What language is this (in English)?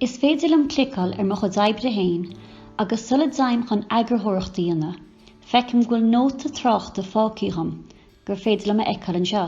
Irish